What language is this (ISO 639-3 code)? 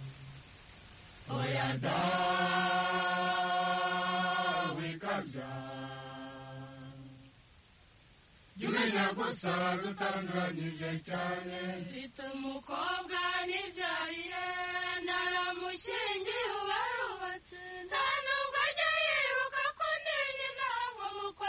kin